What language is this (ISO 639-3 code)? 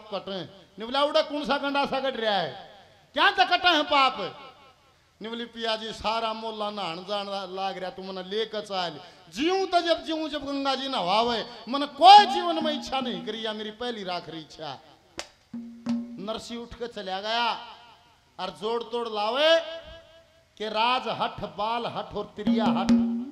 bgc